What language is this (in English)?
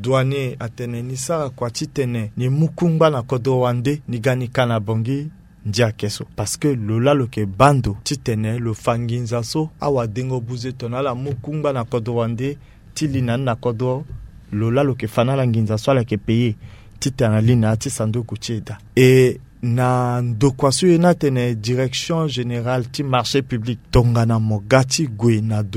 Sango